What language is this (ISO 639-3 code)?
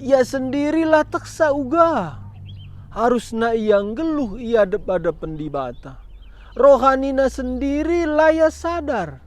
btx